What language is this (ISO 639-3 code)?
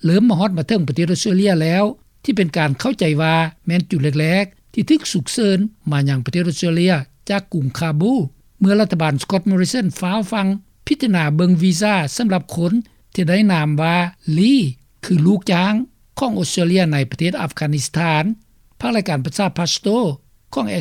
lao